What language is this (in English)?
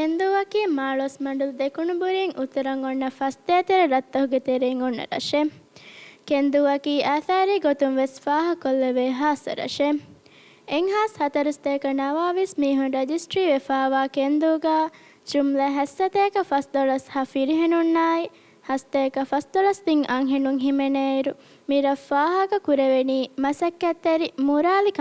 Divehi